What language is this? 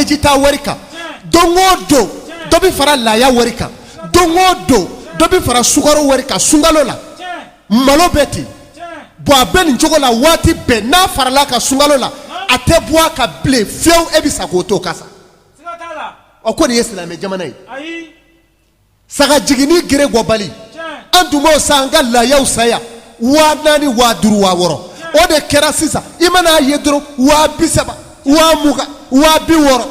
Bambara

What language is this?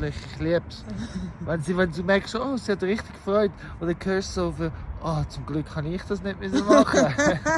Swiss German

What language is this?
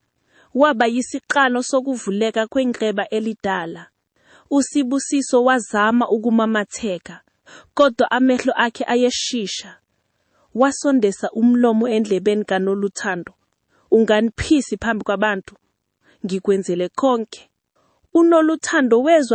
Zulu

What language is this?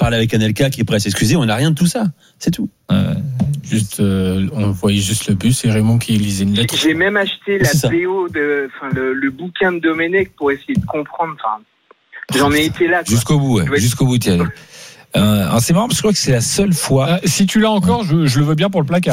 French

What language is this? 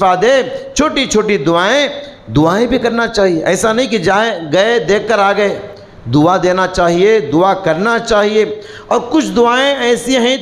Urdu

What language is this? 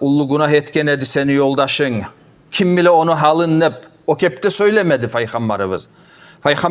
Kumyk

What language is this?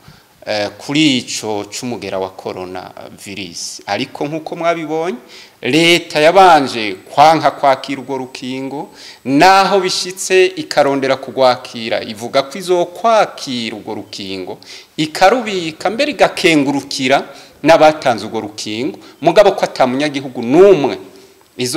Rundi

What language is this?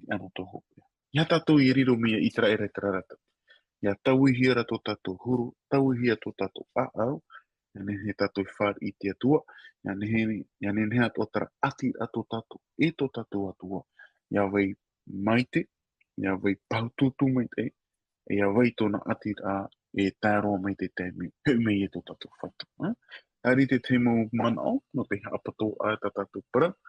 Tahitian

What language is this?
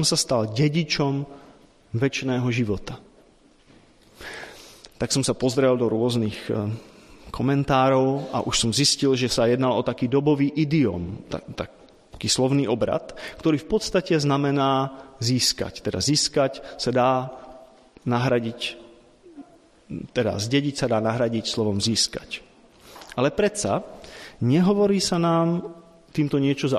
Slovak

